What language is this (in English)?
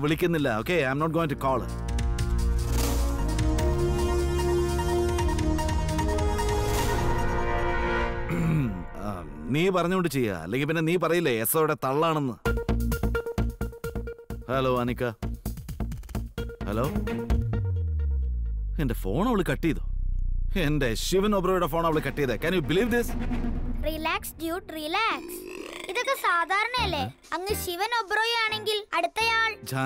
Malayalam